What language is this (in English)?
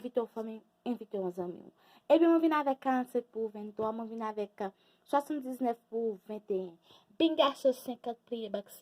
Haitian Creole